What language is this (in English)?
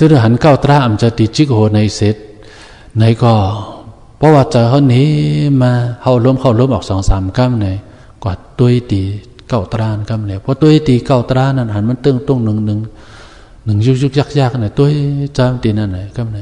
Shan